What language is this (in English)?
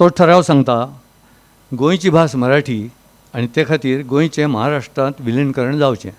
Konkani